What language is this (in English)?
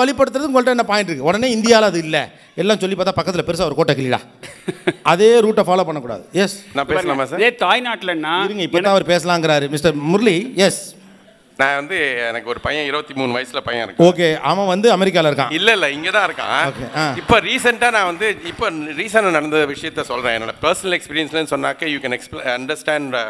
Tamil